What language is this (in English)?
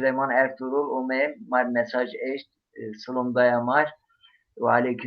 Zaza